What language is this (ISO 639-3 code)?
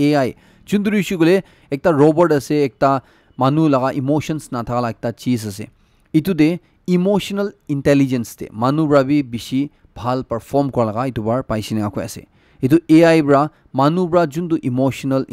nag